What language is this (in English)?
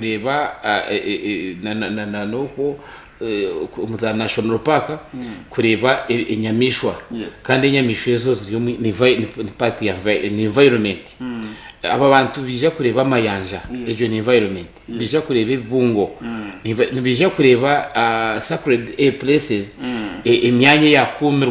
Nyankole